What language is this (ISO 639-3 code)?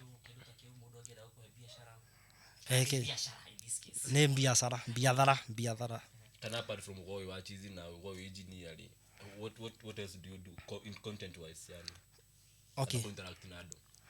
kik